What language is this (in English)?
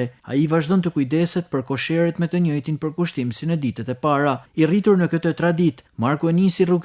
Albanian